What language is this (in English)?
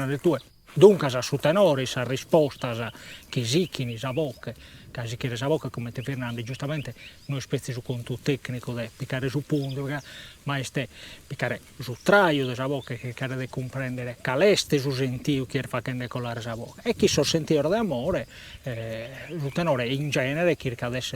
Sardinian